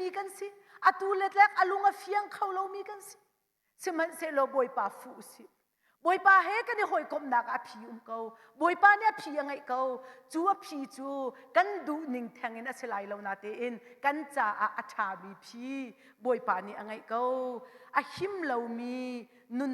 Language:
Hakha Chin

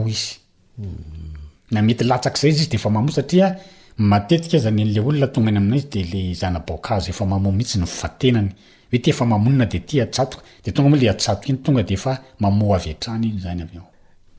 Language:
Malagasy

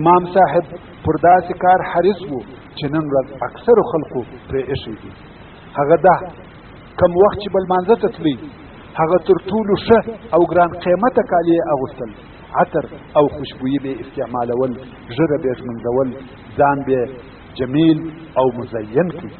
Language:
Pashto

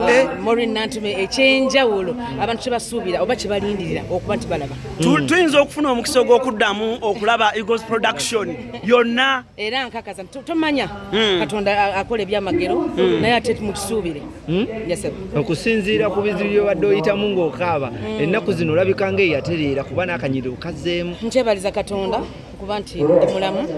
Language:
Ganda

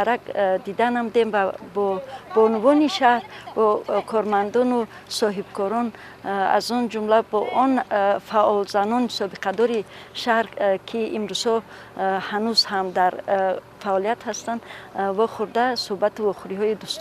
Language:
Tajik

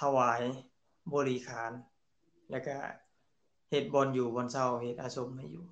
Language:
Lao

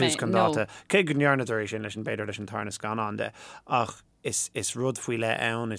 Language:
Irish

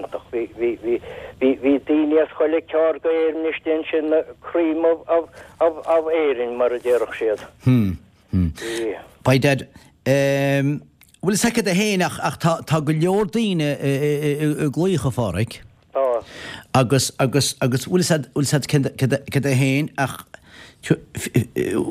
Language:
Irish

